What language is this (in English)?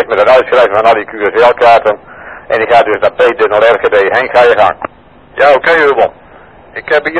Dutch